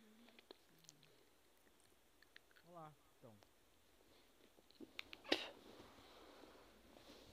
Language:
Portuguese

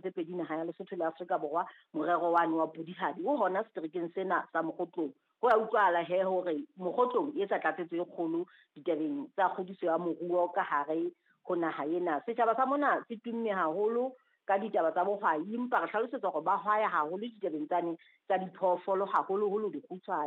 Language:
Southern Sotho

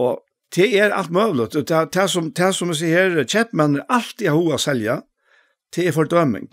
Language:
Faroese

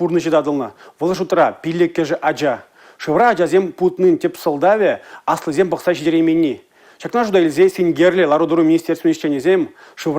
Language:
Chuvash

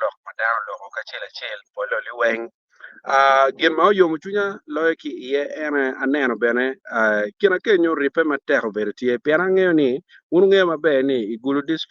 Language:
Acoli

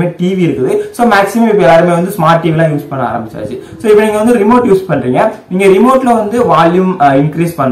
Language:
Tamil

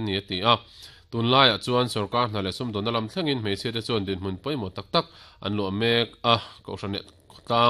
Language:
Mizo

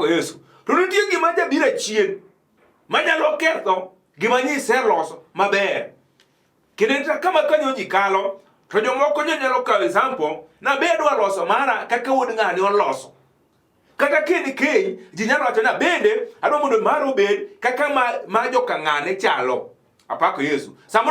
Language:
Luo (Kenya and Tanzania)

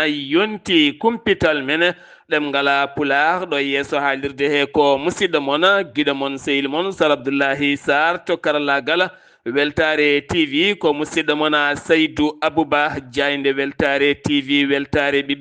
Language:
Fula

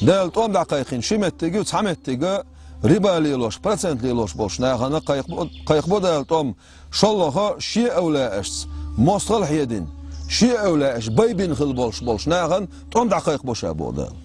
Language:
Chechen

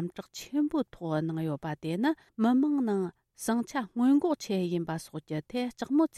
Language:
Tibetan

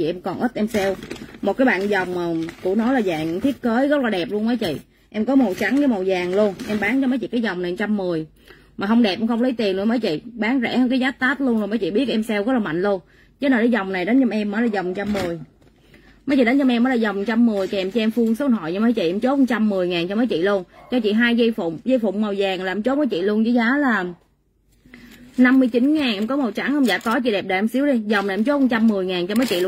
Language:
Vietnamese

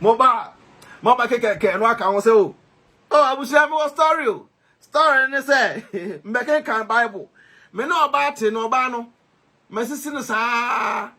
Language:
Akan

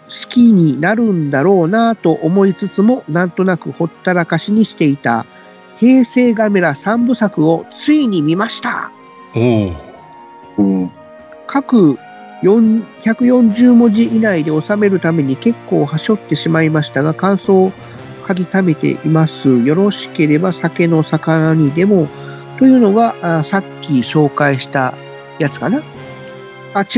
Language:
Japanese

